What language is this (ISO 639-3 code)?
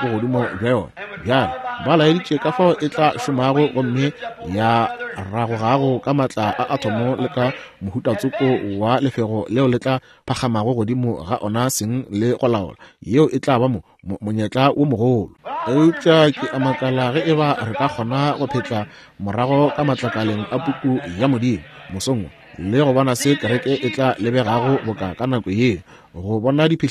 nso